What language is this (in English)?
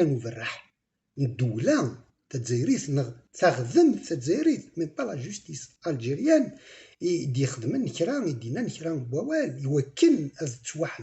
Kabyle